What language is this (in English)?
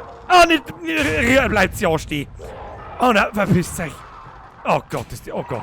Bavarian